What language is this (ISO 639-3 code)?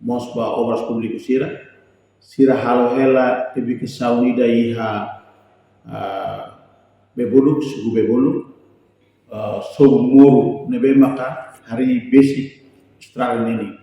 tet